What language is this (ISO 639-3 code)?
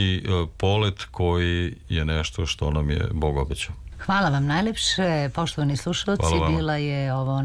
srp